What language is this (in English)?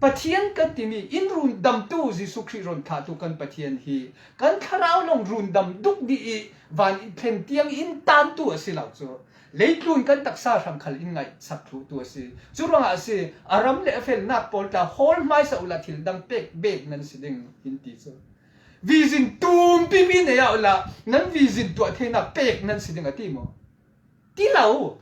Falam Chin